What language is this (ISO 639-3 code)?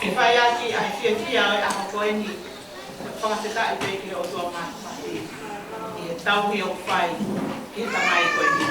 ton